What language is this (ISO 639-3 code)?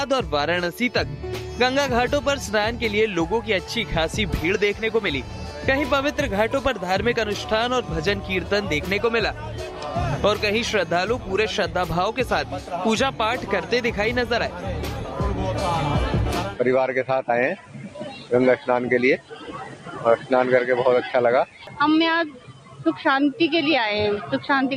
hin